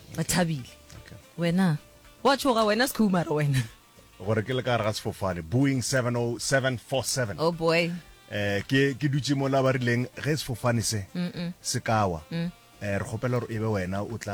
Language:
Northern Sotho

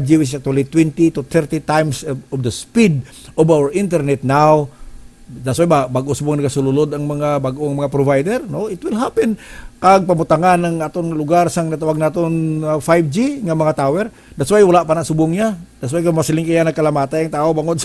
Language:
Hiligaynon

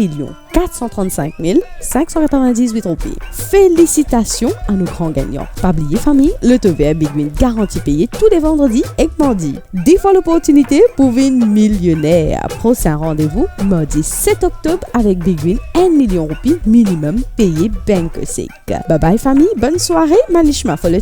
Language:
Morisyen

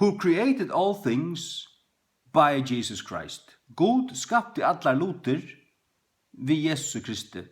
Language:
Faroese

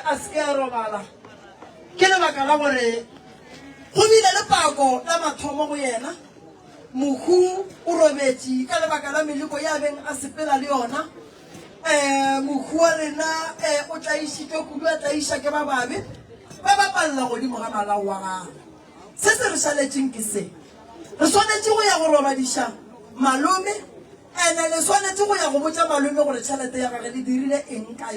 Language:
Northern Sotho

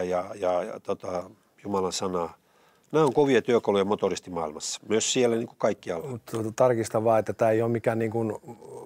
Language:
Finnish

